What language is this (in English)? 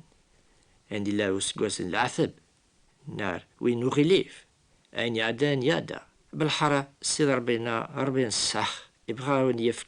Kabyle